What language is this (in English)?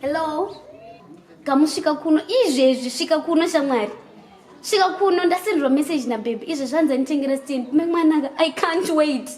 Shona